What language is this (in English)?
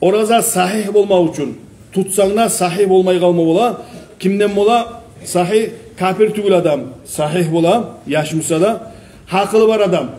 Kumyk